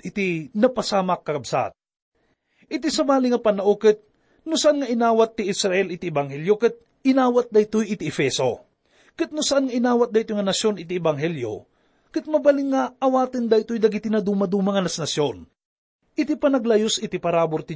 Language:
Iloko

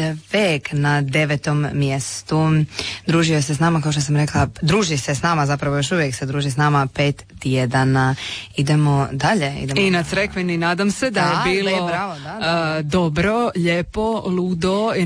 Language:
Croatian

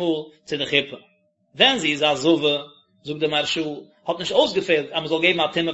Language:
Yiddish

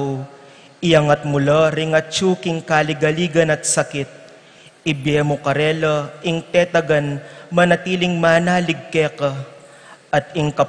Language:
Pampanga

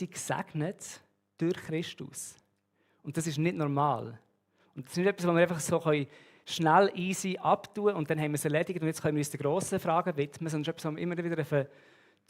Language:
Swiss German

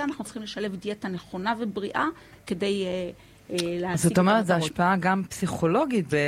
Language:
Hebrew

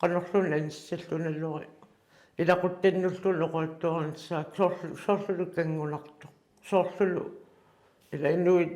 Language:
Kalaallisut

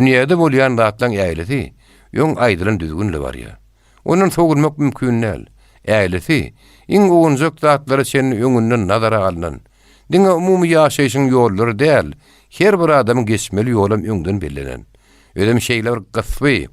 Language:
Turkmen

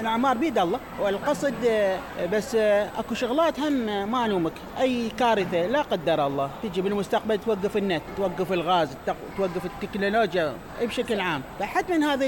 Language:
Mesopotamian Arabic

